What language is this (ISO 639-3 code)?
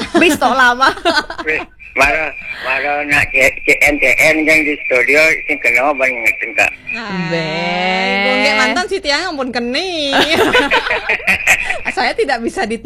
ban